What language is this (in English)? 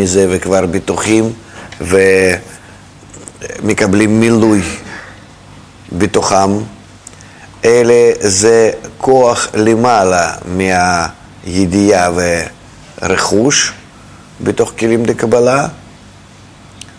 Hebrew